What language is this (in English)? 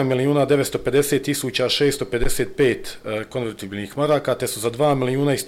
Bosnian